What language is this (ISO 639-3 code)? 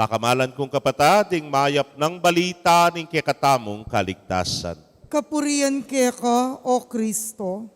pam